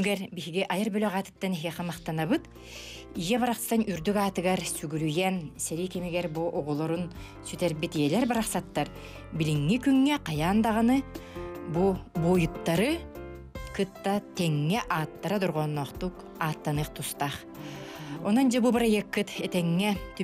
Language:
Yakut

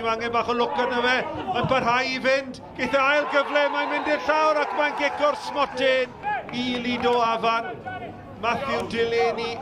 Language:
Welsh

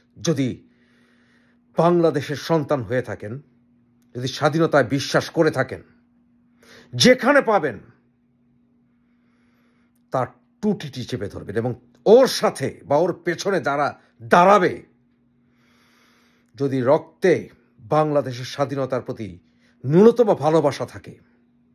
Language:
Bangla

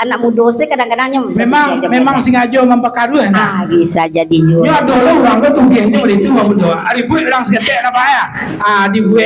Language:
Minangkabau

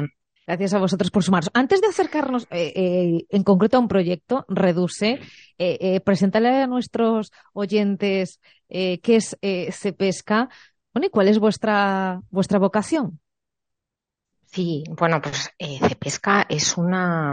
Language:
Spanish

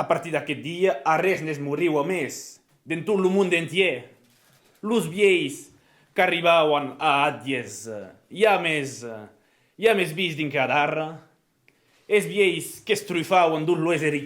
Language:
Occitan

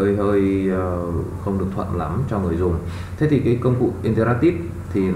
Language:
Vietnamese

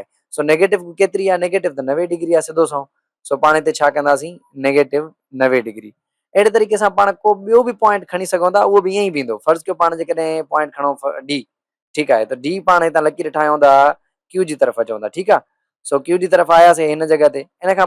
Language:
Sindhi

